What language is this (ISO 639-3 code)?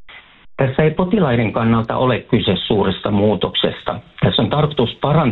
fin